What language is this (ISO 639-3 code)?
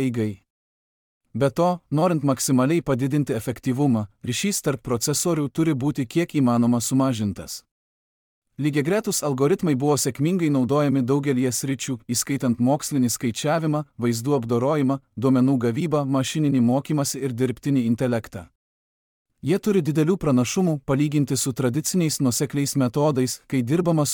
lit